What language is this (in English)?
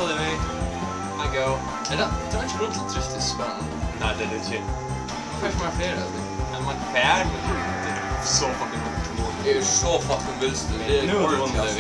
Faroese